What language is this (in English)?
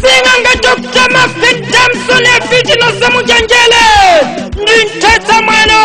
Nyanja